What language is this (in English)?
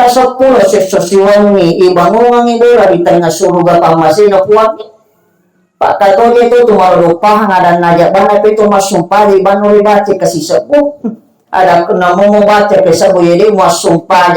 Buginese